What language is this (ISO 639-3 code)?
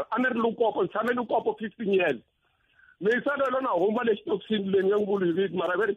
tso